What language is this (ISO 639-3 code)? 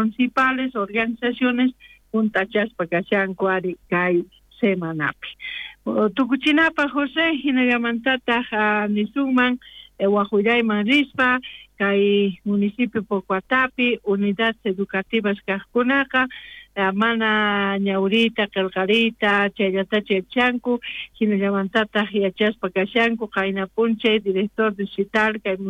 quh